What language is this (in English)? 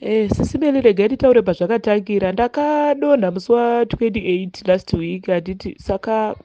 Shona